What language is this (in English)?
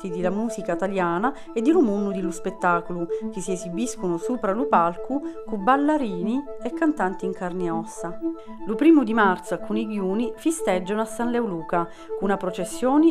Sicilian